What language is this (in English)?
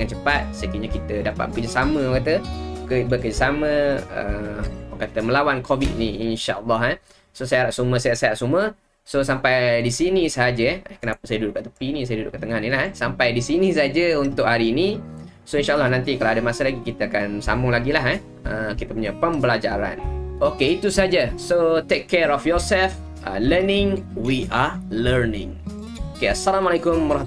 Malay